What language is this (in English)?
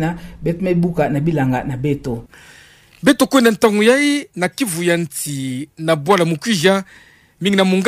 Kituba (Democratic Republic of Congo)